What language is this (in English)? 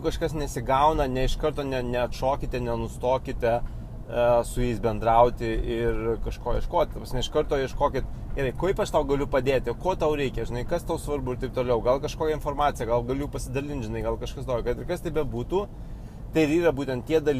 Lithuanian